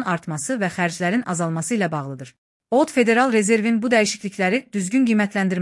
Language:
Azerbaijani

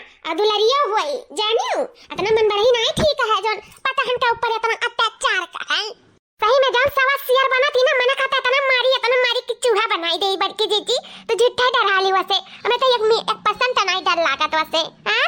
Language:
Awadhi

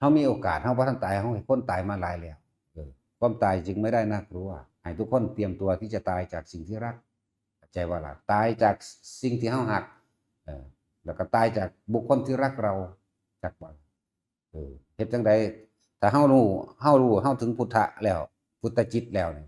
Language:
Northeastern Thai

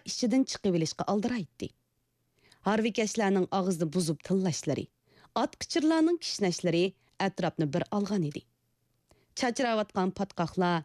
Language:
Uyghur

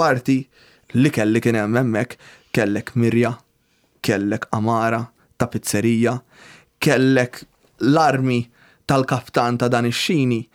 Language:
Maltese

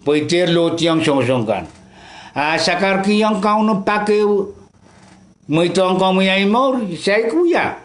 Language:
Pohnpeian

